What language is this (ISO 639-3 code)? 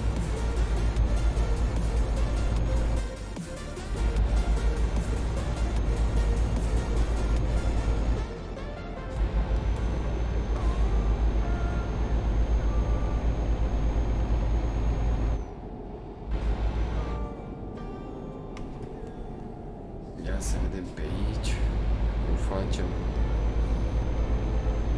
ron